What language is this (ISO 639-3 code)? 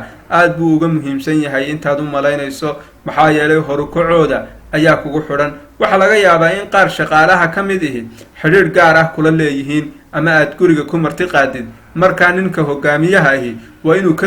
som